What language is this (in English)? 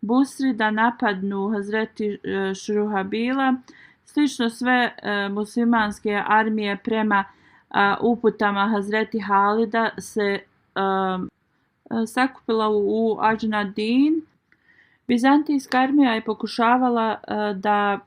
Bosnian